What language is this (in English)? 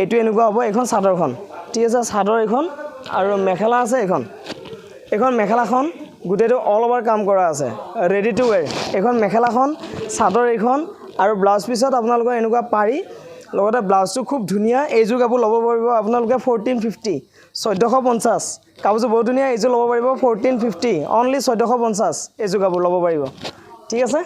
Assamese